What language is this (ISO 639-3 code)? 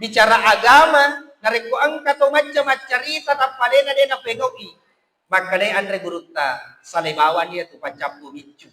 bug